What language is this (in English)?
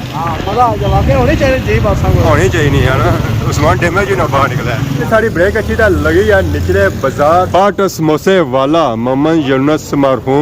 Pahari-Potwari